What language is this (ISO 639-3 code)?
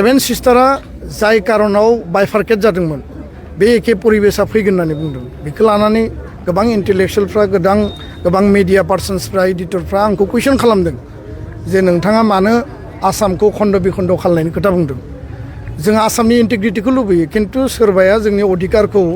brx